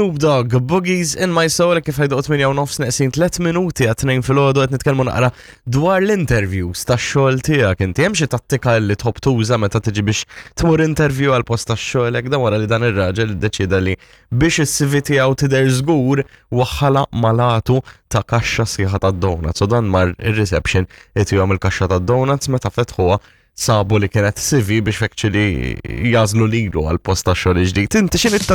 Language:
Maltese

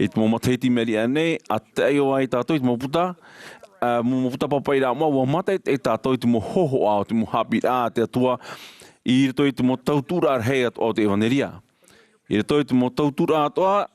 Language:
Tahitian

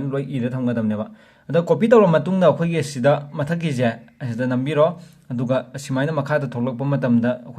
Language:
Manipuri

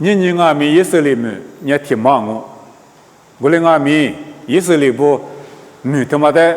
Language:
Lisu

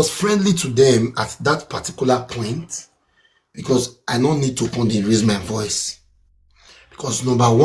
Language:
Nigerian Pidgin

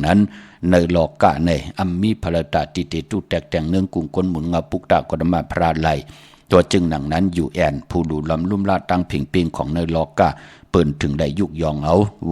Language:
Shan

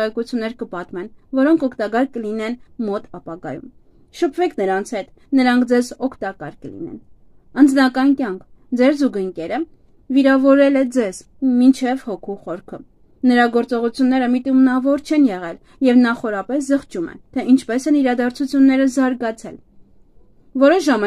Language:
Armenian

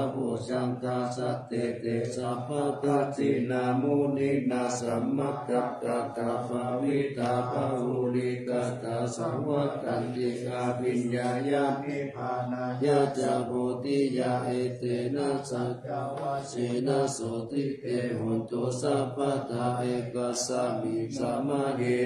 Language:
Pali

